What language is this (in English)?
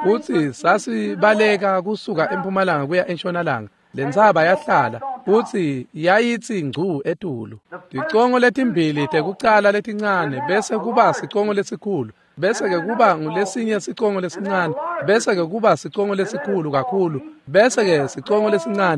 Swati